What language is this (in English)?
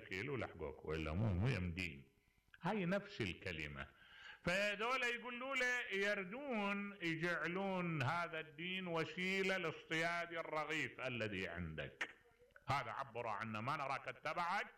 Mesopotamian Arabic